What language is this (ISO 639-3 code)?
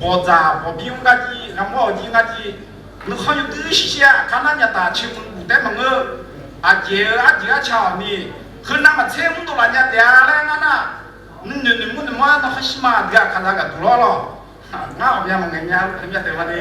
ahk